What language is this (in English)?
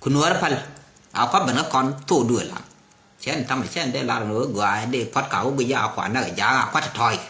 Nuer